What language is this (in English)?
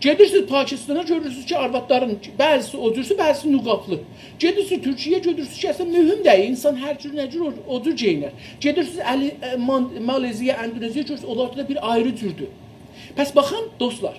South Azerbaijani